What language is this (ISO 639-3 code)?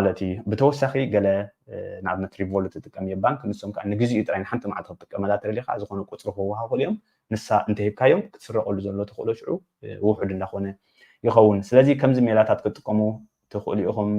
tir